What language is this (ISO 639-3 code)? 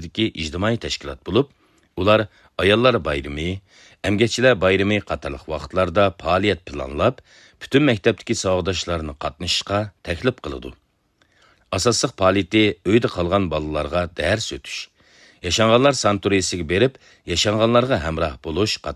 uig